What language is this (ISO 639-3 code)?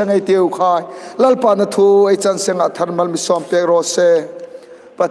hmr